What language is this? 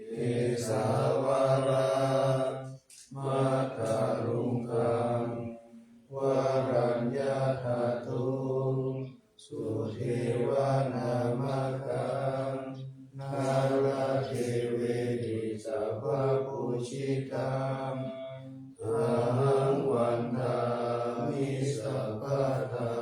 Pali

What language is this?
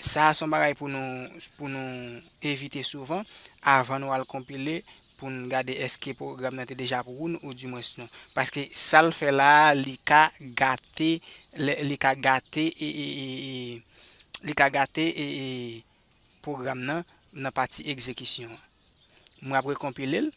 Haitian Creole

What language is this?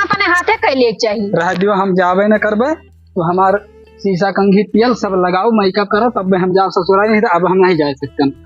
Awadhi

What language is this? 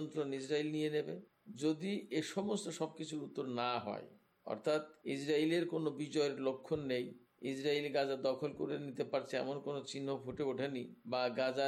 Bangla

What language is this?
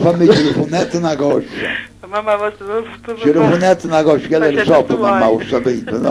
Neapolitan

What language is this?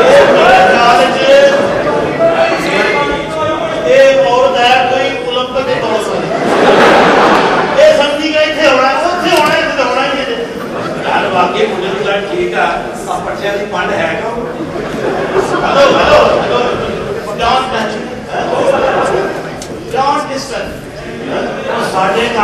Punjabi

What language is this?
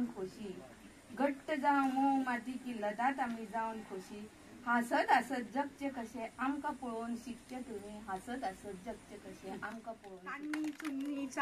Konkani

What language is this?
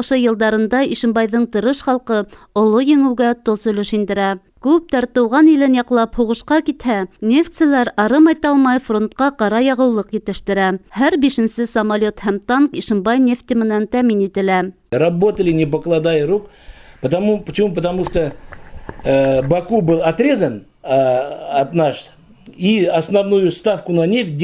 Bashkir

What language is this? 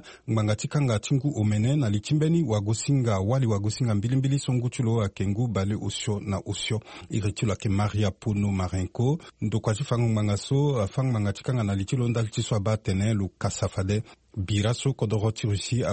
Sango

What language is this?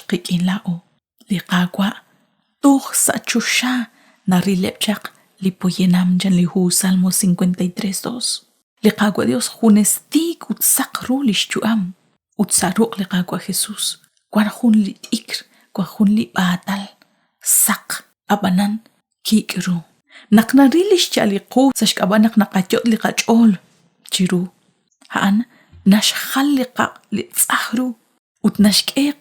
Kekchí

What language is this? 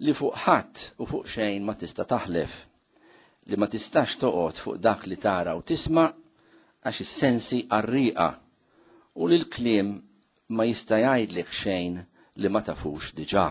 Maltese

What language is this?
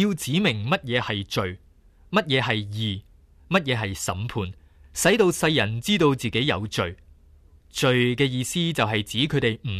Cantonese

